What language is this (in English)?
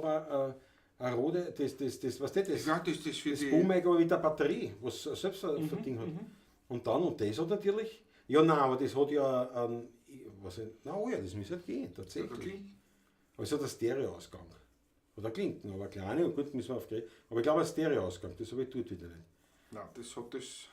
Bavarian